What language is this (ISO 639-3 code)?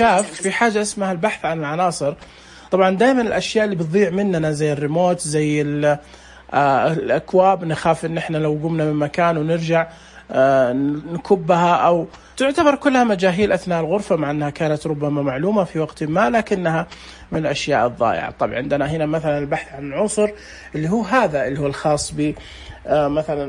ars